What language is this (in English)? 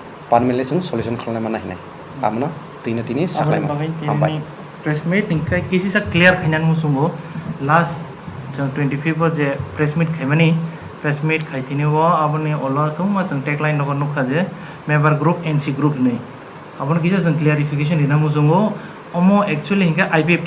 Kok Borok